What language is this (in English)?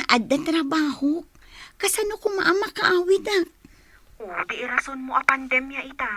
Iloko